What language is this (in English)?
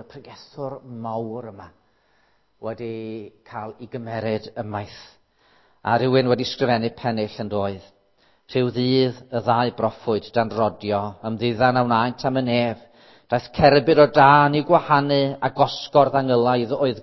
Welsh